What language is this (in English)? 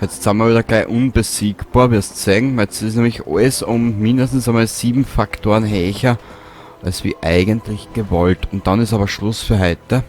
Bavarian